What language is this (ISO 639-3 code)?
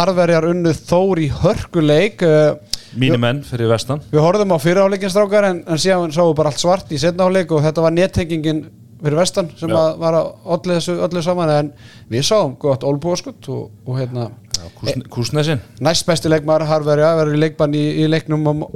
isl